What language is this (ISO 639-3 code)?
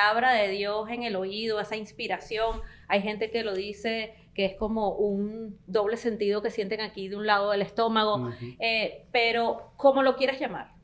spa